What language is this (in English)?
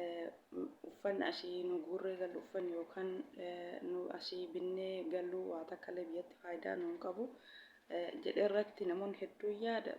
Oromo